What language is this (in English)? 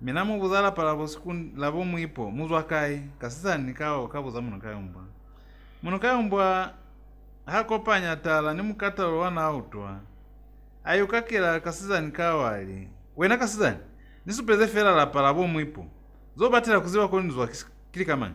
Lozi